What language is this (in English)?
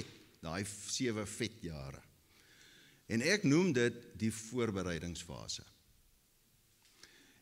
Afrikaans